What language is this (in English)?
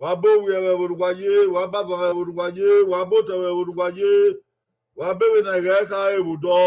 Bini